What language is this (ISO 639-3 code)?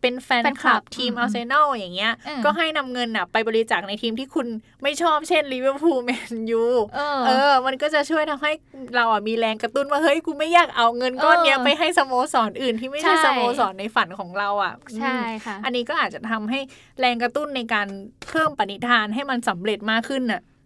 tha